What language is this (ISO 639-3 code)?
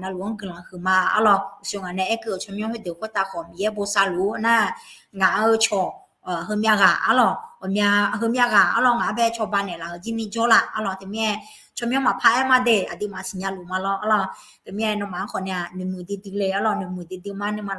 ahk